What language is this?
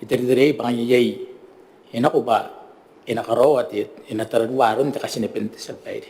Gilbertese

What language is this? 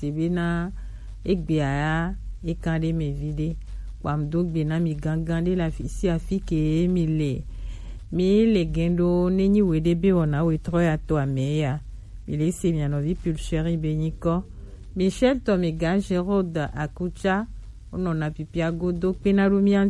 Gen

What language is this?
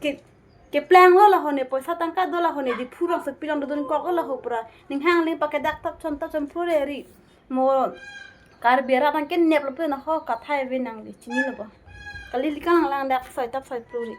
Karbi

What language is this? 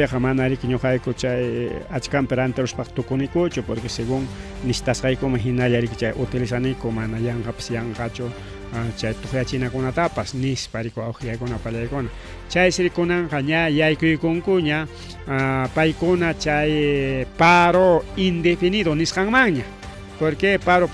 Ayacucho Quechua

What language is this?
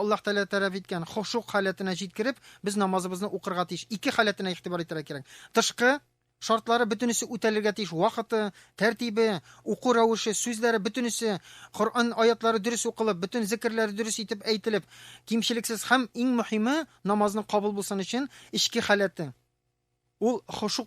Tatar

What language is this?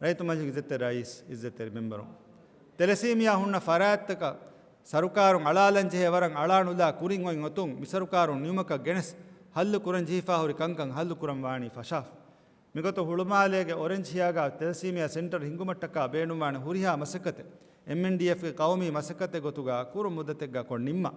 Divehi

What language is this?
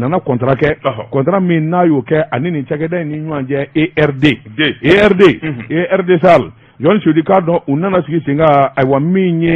Bambara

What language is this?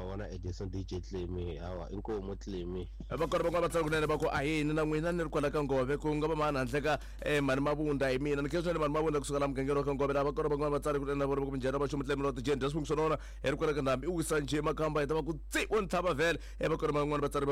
Tsonga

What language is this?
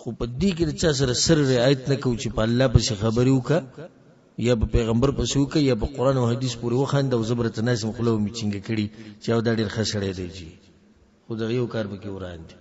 Pashto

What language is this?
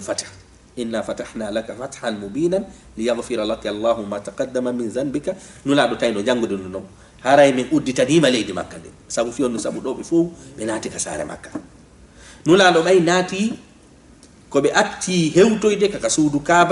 Fula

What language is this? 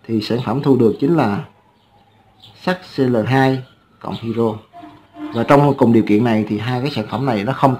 Vietnamese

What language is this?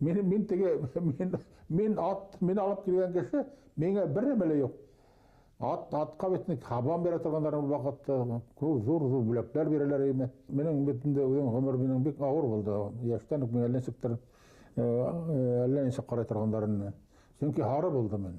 Bashkir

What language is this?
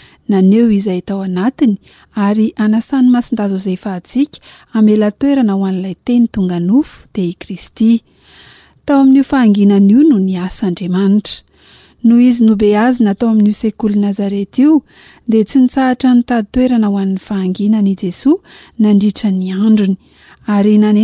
Malagasy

